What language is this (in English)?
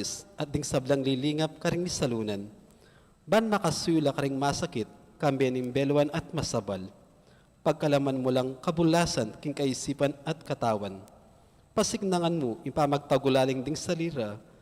Pampanga